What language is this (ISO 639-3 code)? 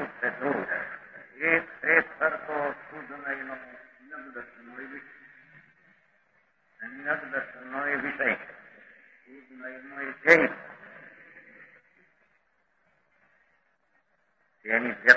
guj